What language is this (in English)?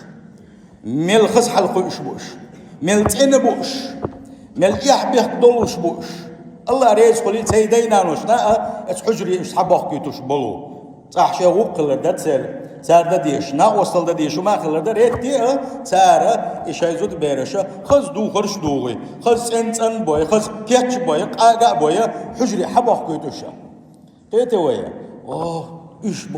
Chechen